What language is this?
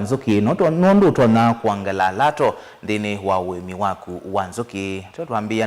Kamba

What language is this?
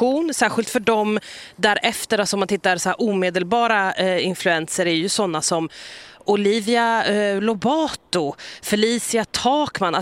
Swedish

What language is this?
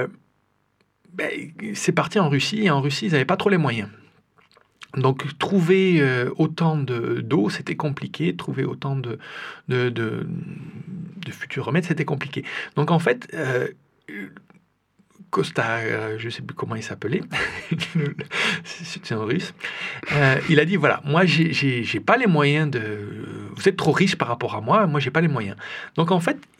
French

